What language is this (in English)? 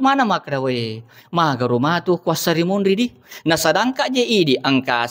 Buginese